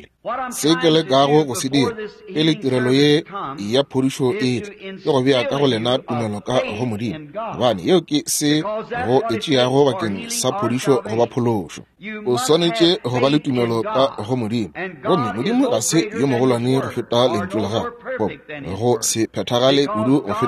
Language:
Northern Sotho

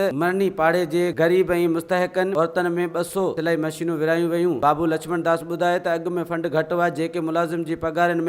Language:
Sindhi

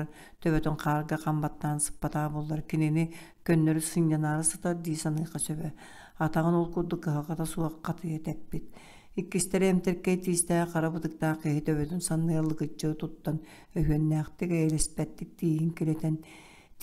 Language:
Yakut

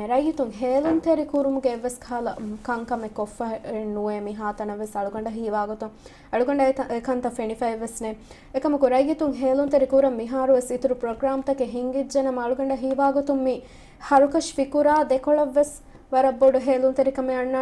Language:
Divehi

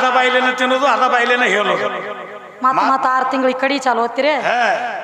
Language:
Kannada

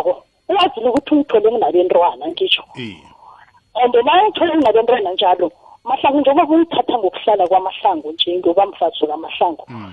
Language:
South Ndebele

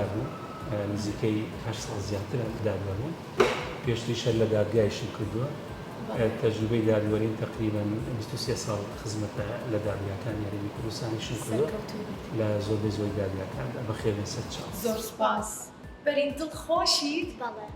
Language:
Central Kurdish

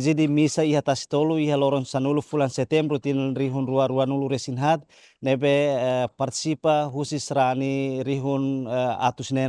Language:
Tetum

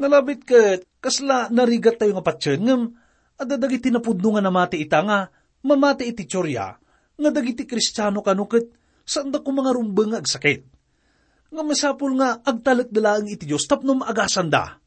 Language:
Iloko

